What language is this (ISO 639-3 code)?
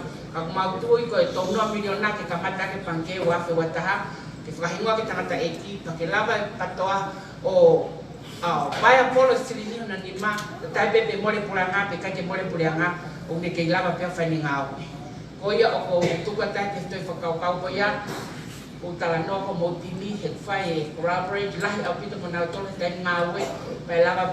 ton